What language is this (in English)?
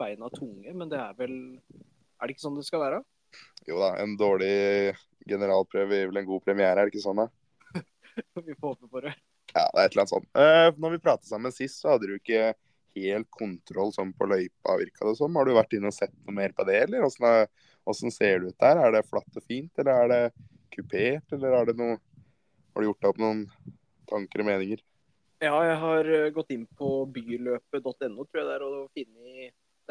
Norwegian